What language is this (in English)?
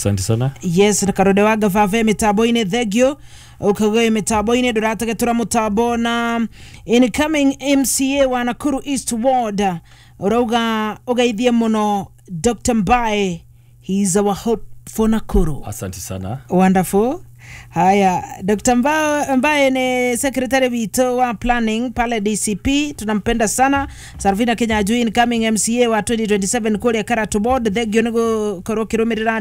Kikuyu